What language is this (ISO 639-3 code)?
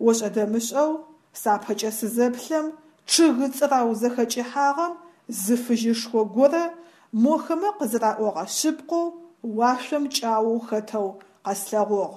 ady